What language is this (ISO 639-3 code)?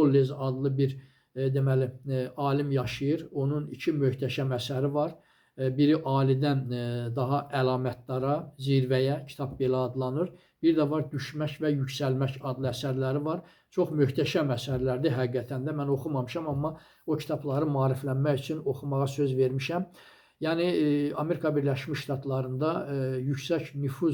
aze